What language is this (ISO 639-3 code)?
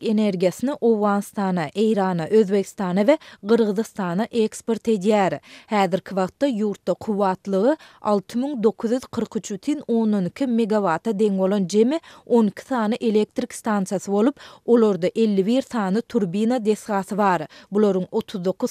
tuk